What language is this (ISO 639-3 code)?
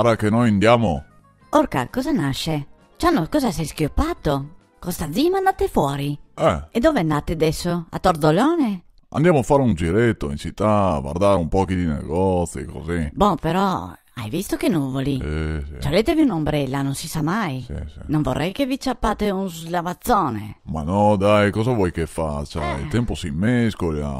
vec